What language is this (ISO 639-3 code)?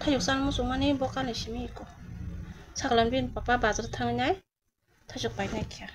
trp